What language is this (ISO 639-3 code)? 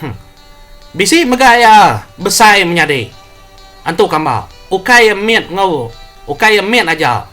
iba